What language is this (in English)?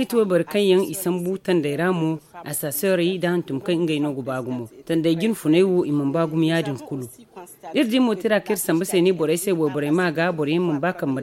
Zarma